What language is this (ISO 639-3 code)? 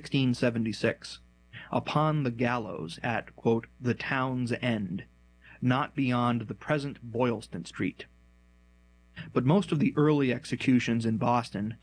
eng